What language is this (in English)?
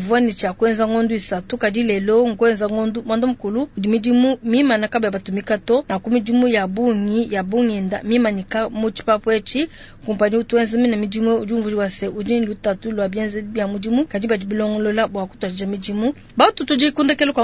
Luba-Lulua